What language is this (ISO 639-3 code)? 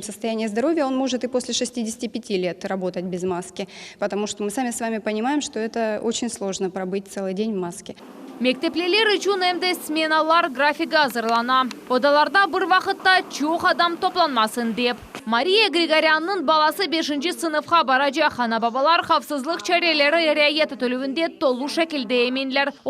crh